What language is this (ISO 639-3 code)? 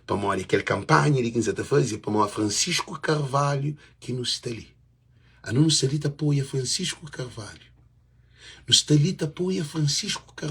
kea